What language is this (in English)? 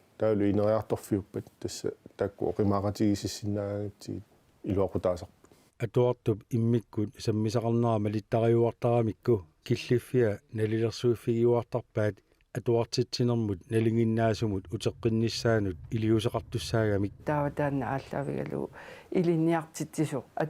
Kalaallisut